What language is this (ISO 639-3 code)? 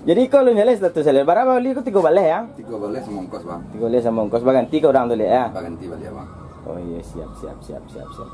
min